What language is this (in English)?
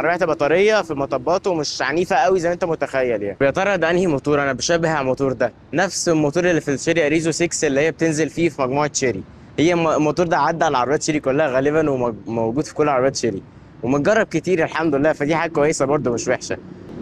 Egyptian Arabic